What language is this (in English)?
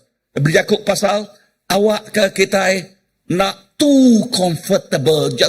Iban